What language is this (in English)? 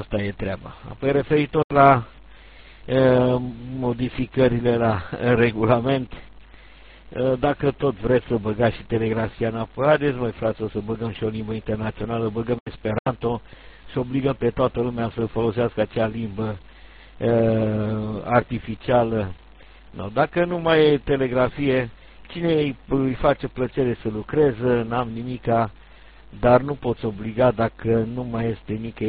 Romanian